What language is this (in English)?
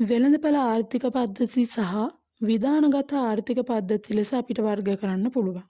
Sinhala